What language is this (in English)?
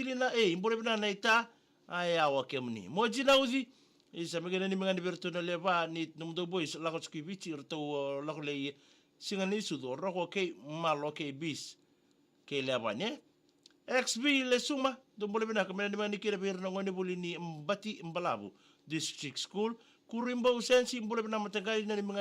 Fijian